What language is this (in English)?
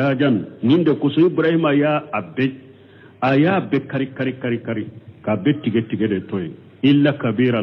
Bambara